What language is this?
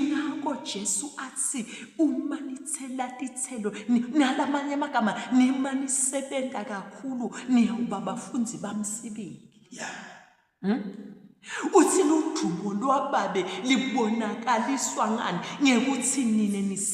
Zulu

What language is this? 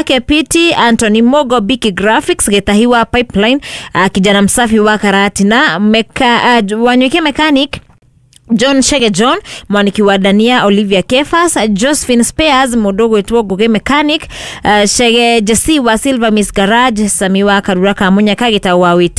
Kikuyu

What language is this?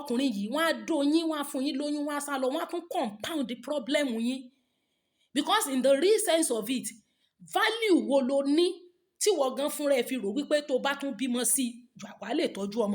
Yoruba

